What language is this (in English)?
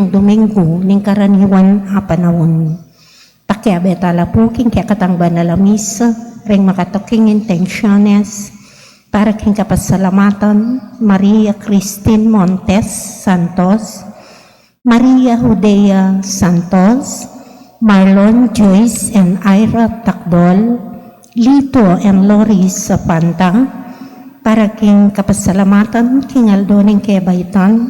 Pampanga